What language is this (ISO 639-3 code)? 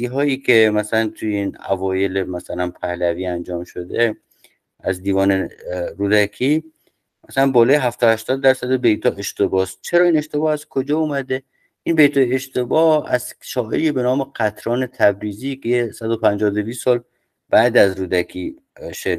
fas